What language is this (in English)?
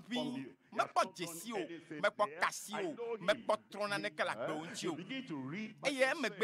Ewe